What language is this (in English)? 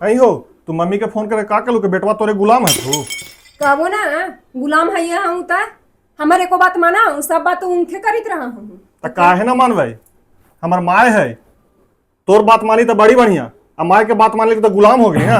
Magahi